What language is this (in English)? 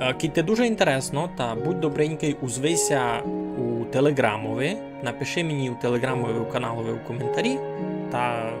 Rusyn